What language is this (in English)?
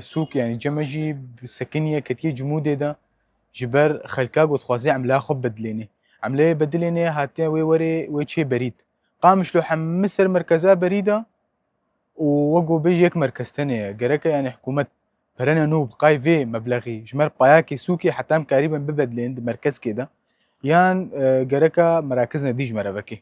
Kurdish